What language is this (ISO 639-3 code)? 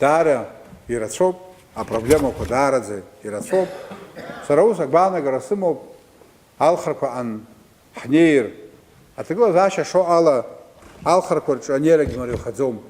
abk